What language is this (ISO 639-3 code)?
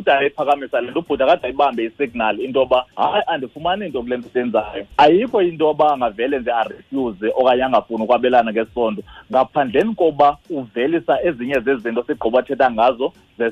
xho